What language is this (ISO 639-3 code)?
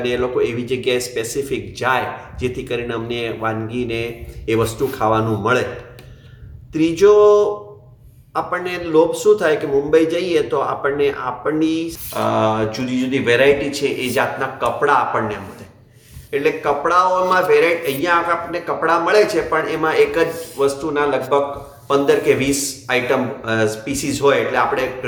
guj